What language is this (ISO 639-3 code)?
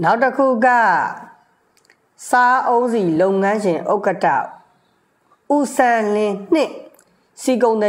mya